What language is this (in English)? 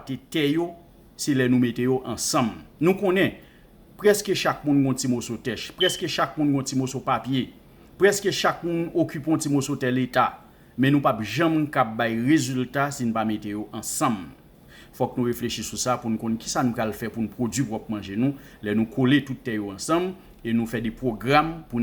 Haitian Creole